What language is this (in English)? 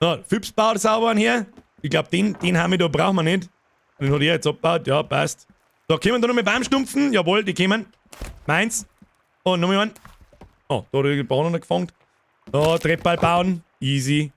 Bavarian